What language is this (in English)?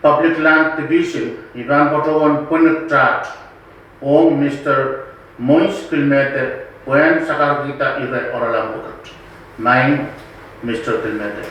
Pohnpeian